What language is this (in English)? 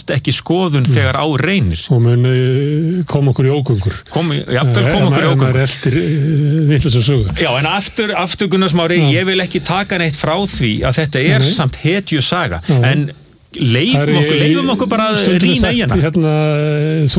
Icelandic